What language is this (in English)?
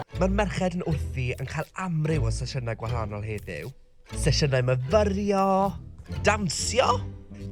Welsh